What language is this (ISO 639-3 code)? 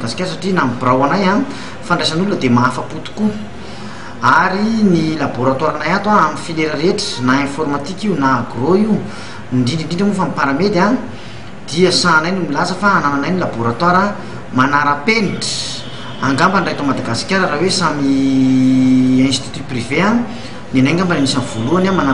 mlg